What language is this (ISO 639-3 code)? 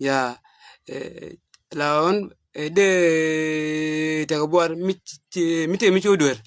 nus